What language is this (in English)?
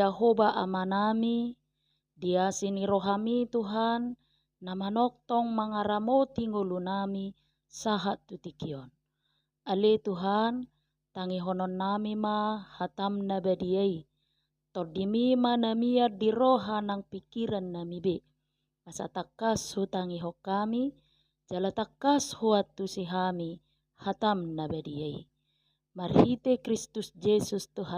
Batak Toba